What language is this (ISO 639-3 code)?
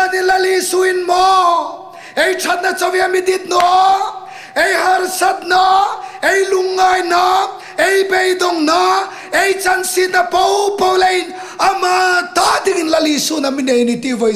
hmr